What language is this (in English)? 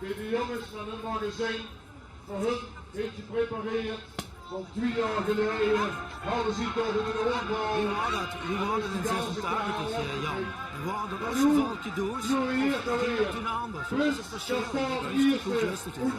Limburgish